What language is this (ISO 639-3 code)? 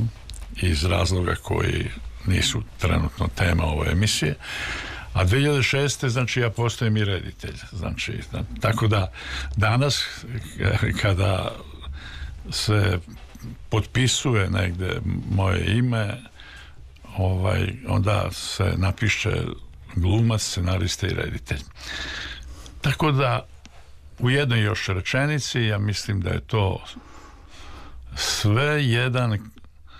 srp